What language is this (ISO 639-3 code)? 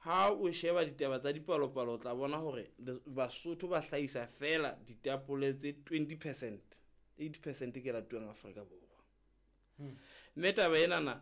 sot